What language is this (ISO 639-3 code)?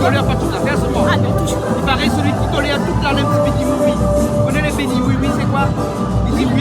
rcf